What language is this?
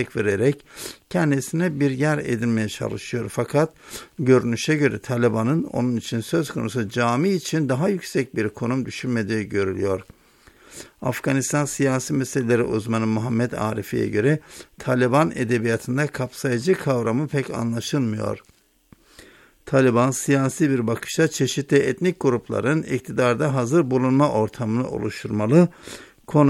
Turkish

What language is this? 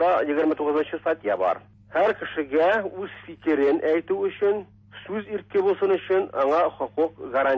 Tatar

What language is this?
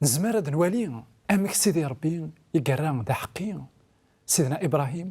Kabyle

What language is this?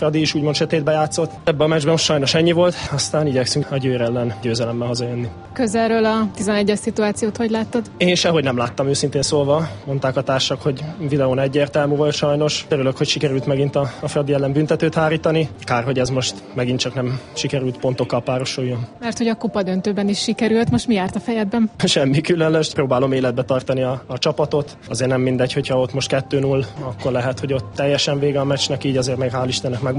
Hungarian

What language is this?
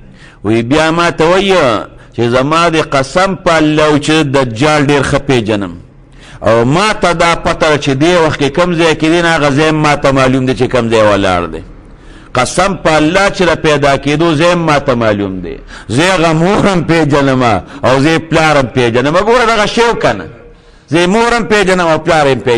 Pashto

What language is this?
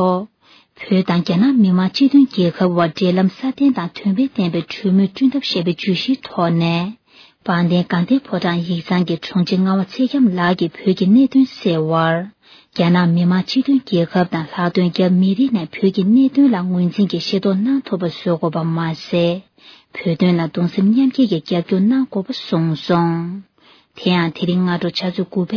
Tibetan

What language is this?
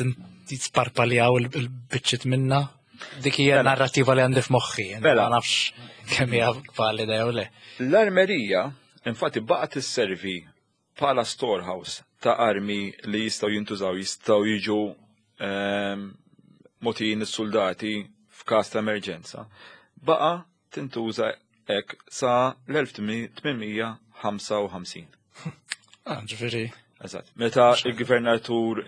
Maltese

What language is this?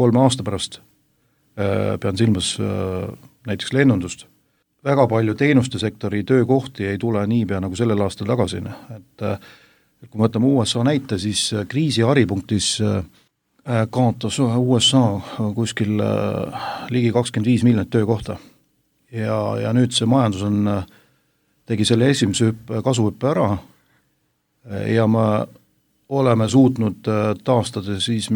Estonian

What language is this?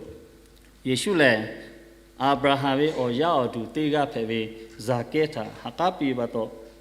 Lahu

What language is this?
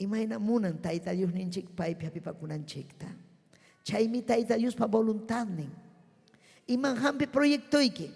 Ayacucho Quechua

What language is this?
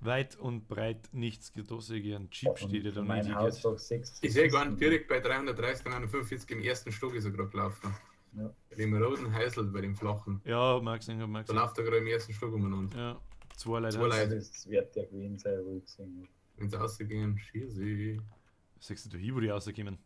Bavarian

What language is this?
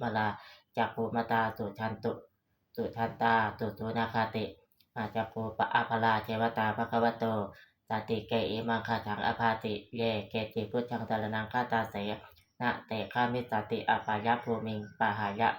Pali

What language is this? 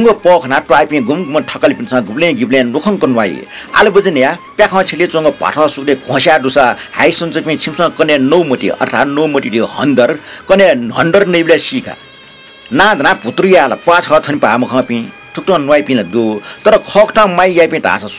Newari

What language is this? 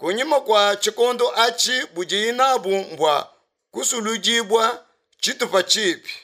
Luba-Lulua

